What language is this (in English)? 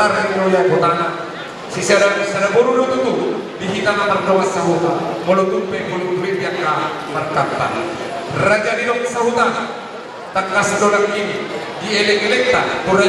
Batak Toba